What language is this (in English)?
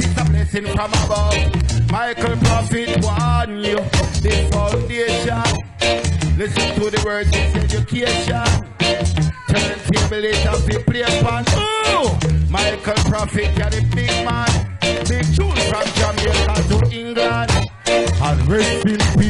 Jamaican Creole English